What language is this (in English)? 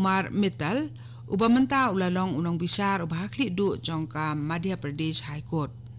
Khasi